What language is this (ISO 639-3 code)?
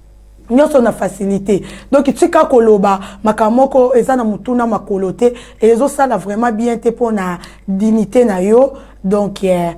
lin